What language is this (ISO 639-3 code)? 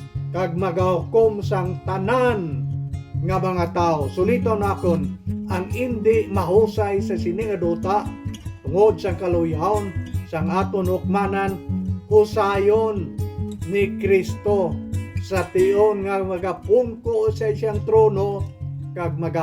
hil